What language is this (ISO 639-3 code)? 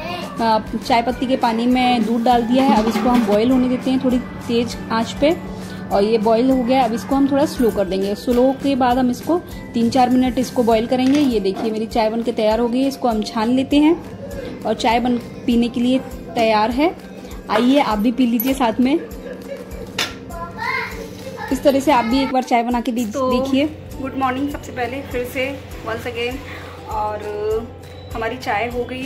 hin